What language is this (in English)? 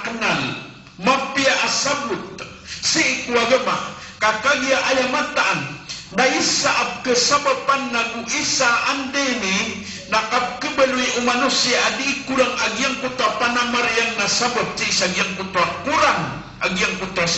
Maranao